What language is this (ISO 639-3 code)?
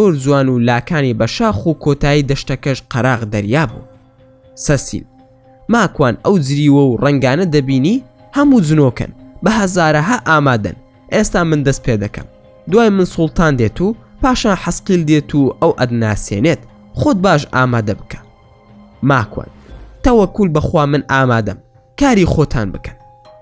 ckb